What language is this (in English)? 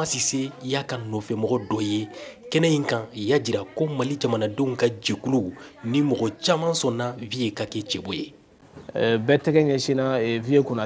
Bambara